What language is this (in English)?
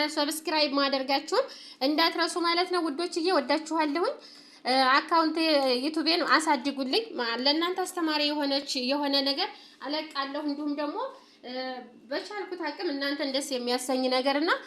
Amharic